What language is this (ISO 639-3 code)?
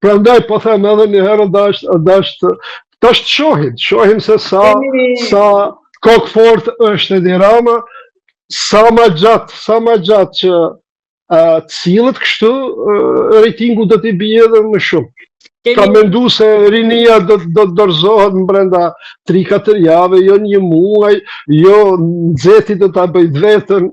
sqi